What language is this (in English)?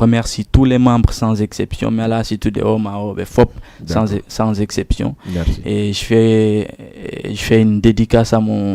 Fula